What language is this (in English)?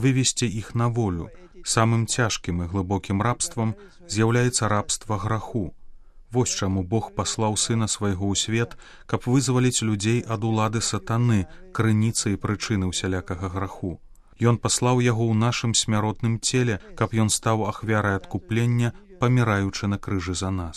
Belarusian